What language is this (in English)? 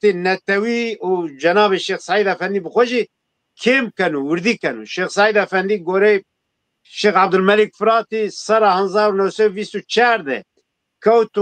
Zaza